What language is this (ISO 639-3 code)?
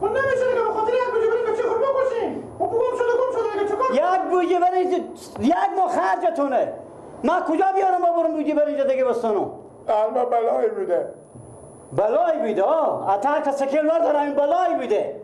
fas